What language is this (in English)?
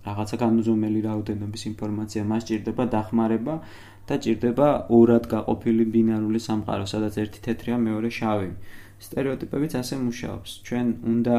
Georgian